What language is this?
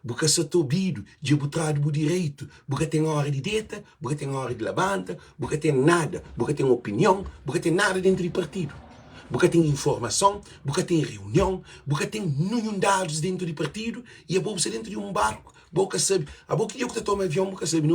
Kabuverdianu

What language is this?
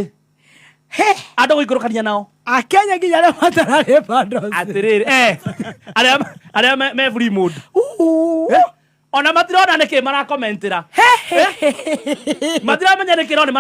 Kikuyu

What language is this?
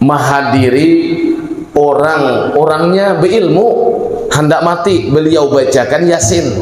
Banjar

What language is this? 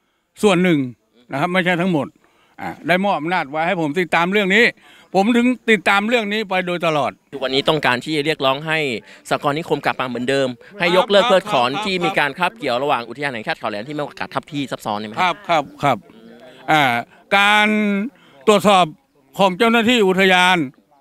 Thai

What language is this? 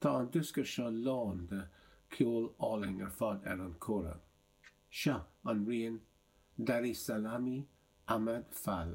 Irish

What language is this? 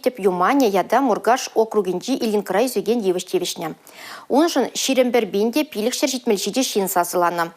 Chuvash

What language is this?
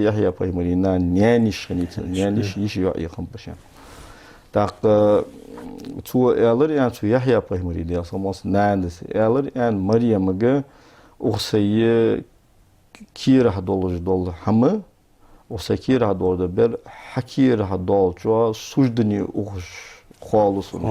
Ingush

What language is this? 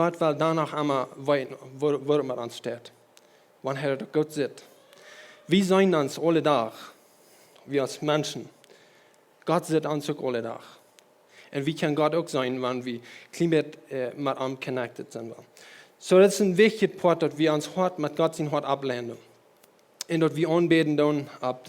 Plautdietsch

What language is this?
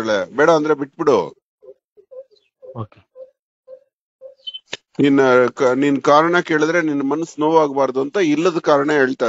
Kannada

